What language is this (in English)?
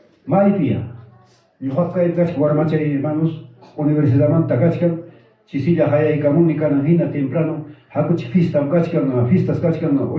Ayacucho Quechua